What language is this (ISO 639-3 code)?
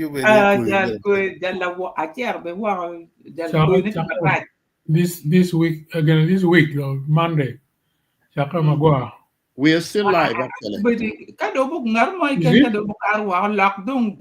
ach